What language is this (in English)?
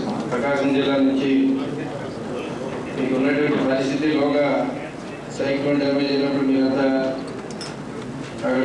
Telugu